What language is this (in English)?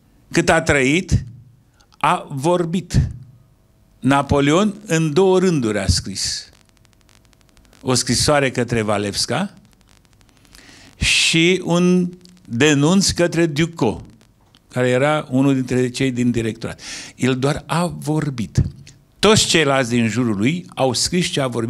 Romanian